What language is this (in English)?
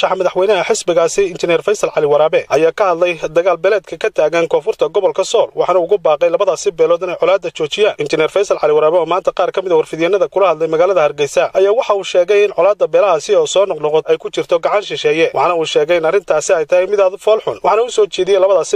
Somali